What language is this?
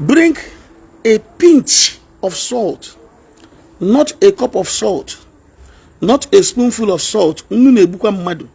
Igbo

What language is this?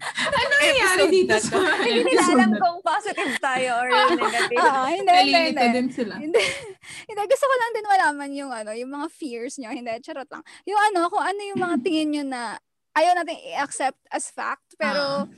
Filipino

